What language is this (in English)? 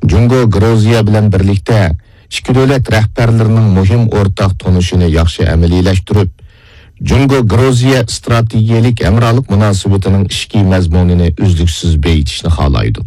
Uyghur